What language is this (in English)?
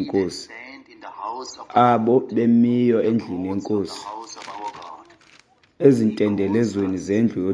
Xhosa